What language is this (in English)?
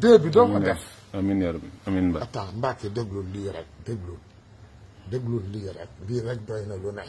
Wolof